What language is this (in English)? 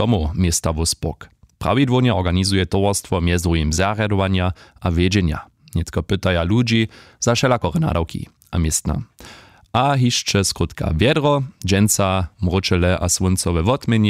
Upper Sorbian